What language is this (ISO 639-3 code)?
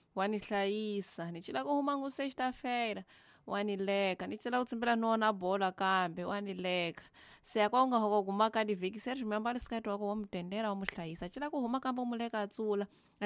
tso